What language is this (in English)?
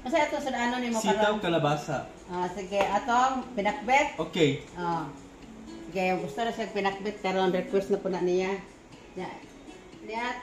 Cebuano